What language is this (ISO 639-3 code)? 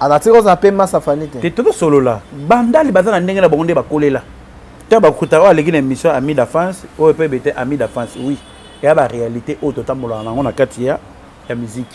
lin